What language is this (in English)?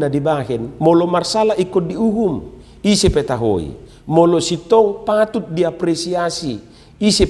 Batak Toba